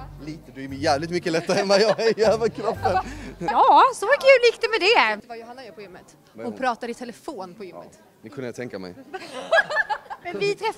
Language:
Swedish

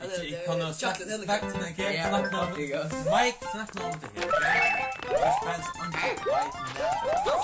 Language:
Faroese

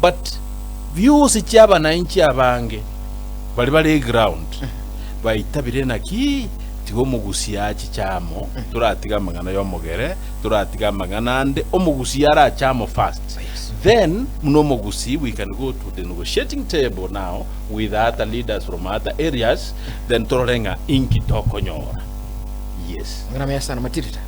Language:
Gusii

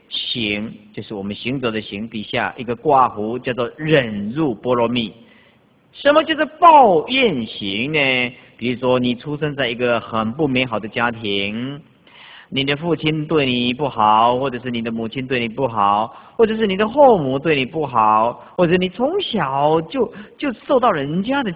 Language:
Chinese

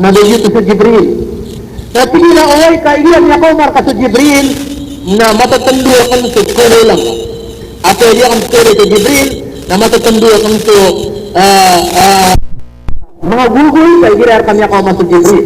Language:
Maranao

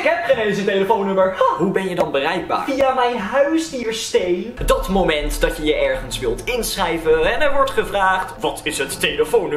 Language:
Dutch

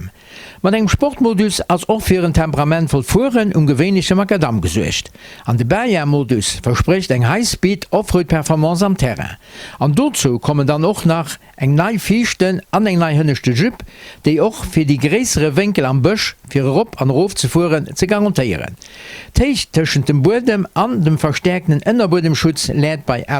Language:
Luxembourgish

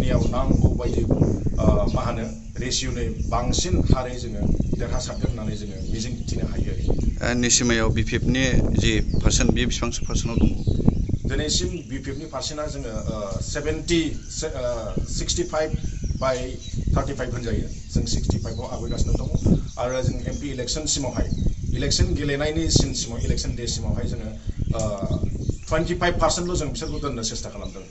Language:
Bodo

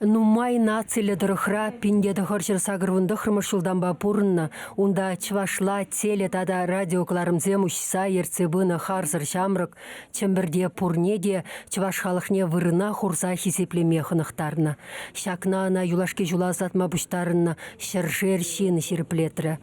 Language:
Chuvash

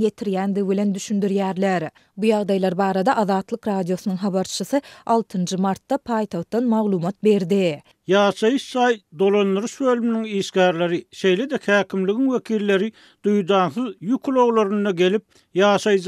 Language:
Turkmen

